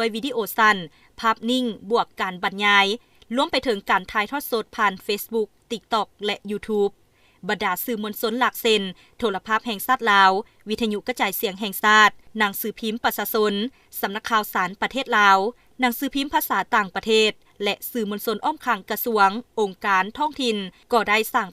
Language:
Lao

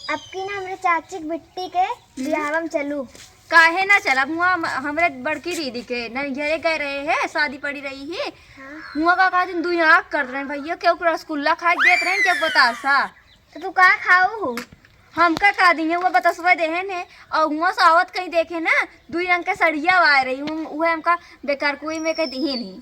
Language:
Awadhi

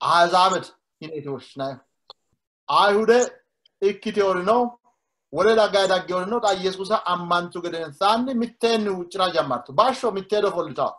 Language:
Sidamo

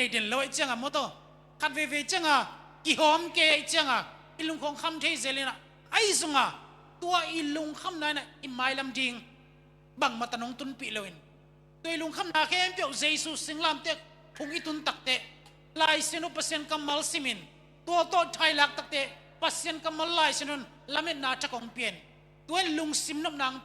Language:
Tedim Chin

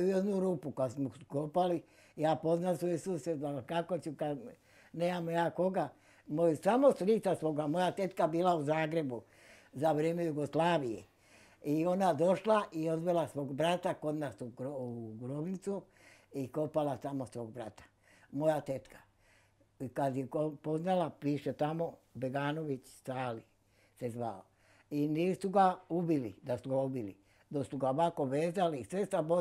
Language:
Bosnian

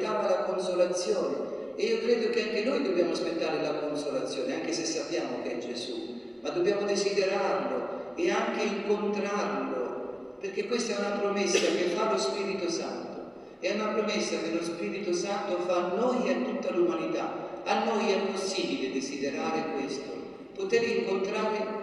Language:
Italian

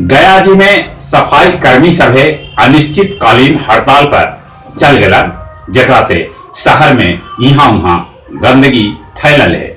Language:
Magahi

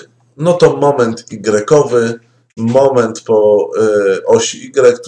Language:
Polish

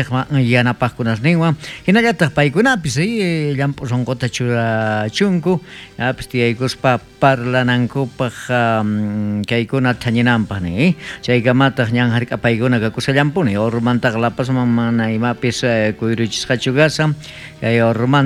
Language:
South Bolivian Quechua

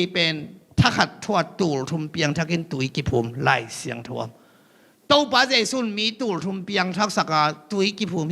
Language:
Tedim Chin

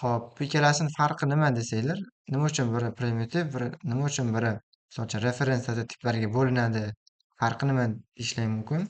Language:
Uzbek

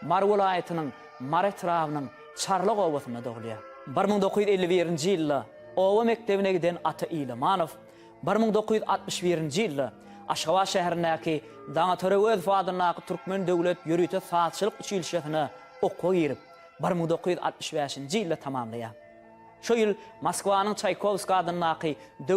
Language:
Turkmen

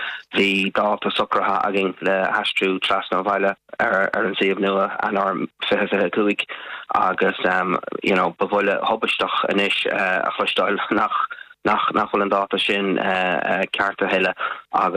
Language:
Irish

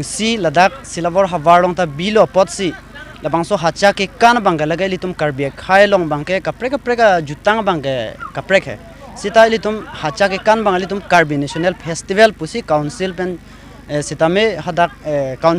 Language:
Karbi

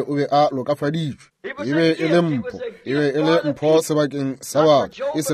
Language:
Northern Sotho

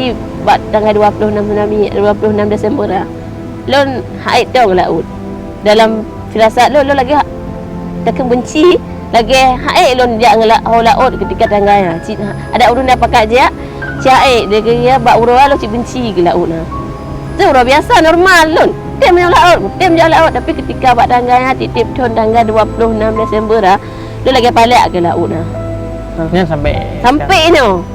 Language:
Achinese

